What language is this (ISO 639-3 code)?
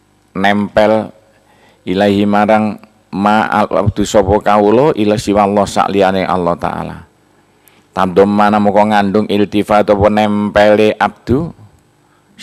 jav